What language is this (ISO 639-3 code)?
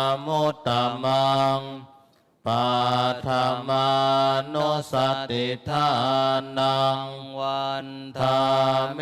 pli